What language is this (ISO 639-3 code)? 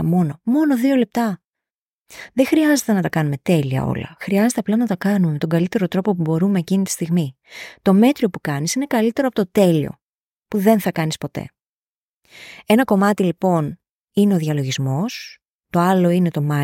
ell